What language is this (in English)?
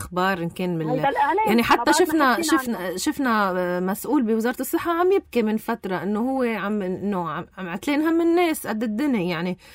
North Levantine Arabic